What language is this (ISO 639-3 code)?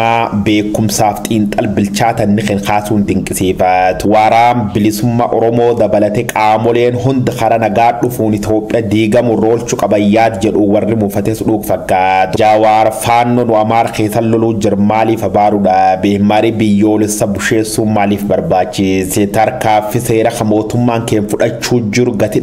orm